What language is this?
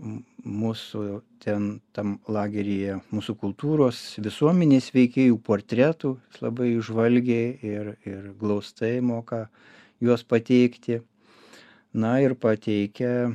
Lithuanian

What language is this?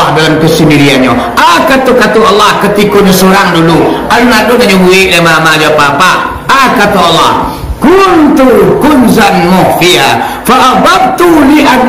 Minangkabau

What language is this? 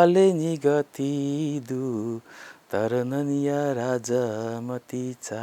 Newari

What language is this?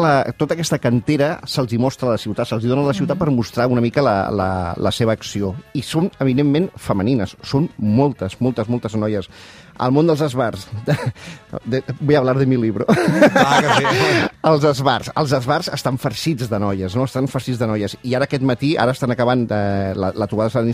Catalan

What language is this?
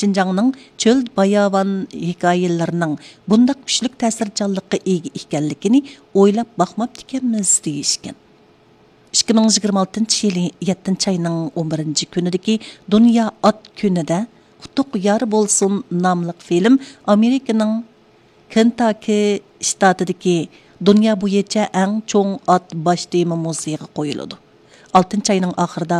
Uyghur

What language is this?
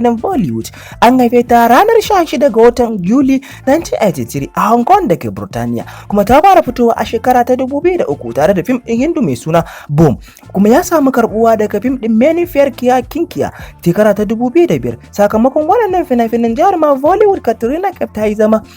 Hausa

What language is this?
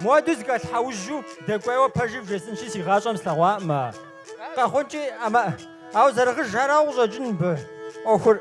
Kabardian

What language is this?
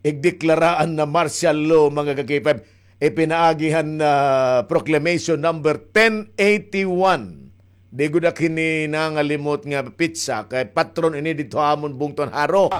Waray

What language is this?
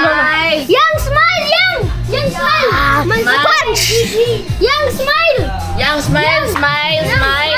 Cebuano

